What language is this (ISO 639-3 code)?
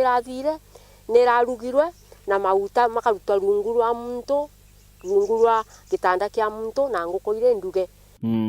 mer